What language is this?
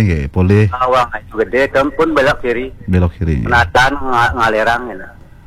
Balinese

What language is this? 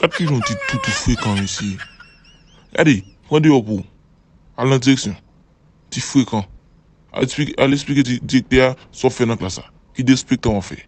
Haitian Creole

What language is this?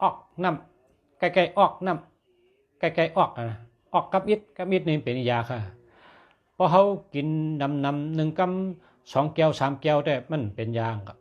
Shan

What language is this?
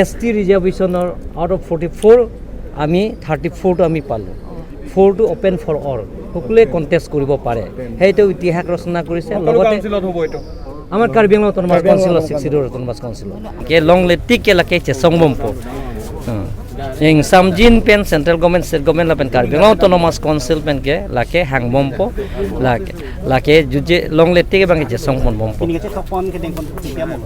Karbi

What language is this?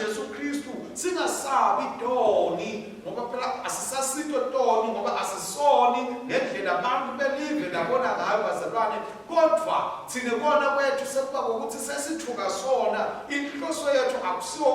Swati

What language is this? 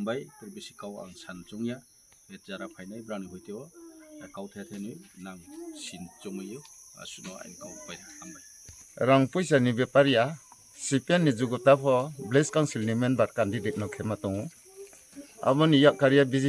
Kok Borok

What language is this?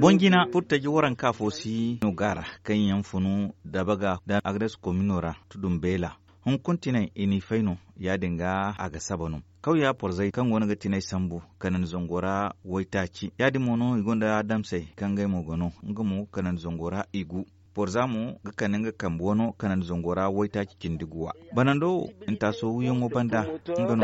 Zarma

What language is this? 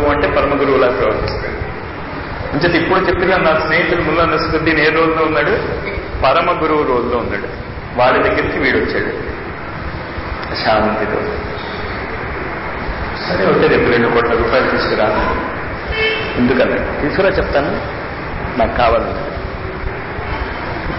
Telugu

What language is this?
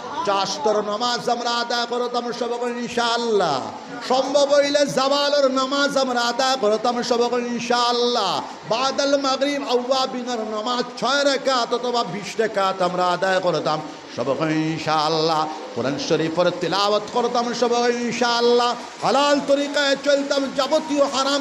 Sylheti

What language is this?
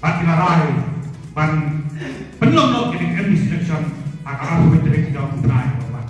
Khasi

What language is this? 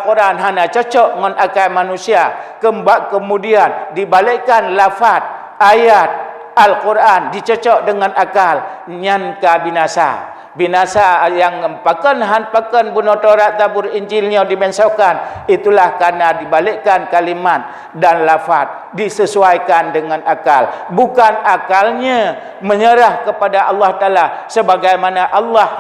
Achinese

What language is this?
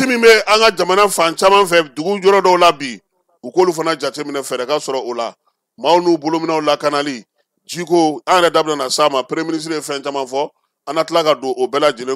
Bambara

